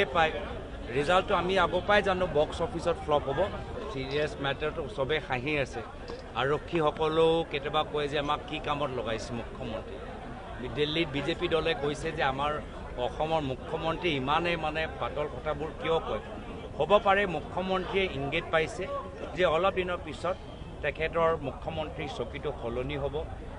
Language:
Assamese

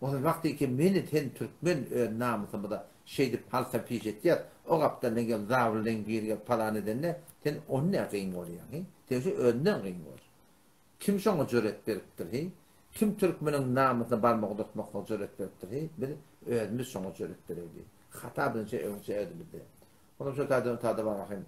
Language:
Turkmen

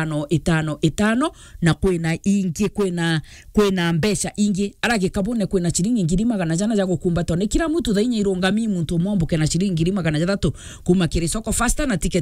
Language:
Meru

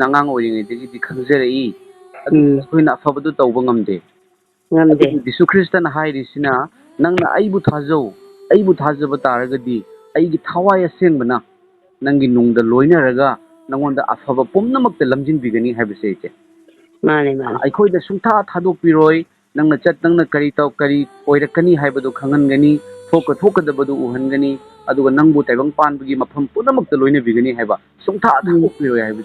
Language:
Manipuri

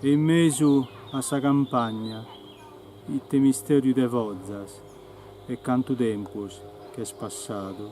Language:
Sardinian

